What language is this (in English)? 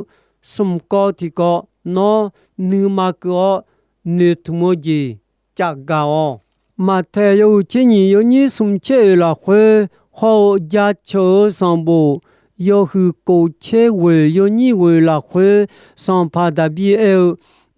Akha